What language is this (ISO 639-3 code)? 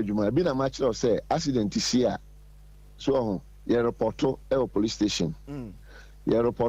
aka